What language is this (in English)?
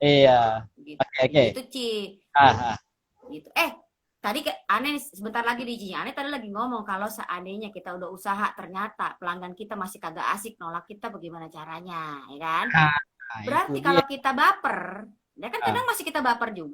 Betawi